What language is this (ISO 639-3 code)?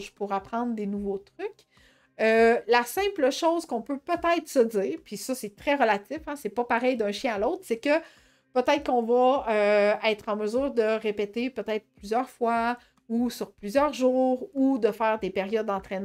fra